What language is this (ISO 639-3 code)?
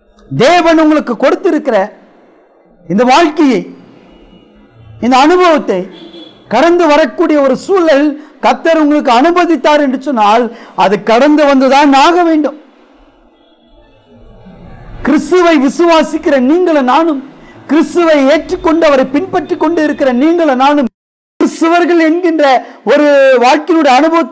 tam